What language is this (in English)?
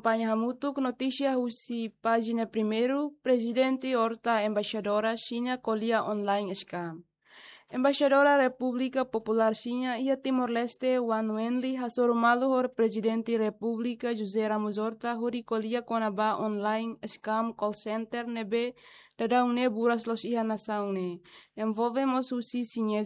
Tetum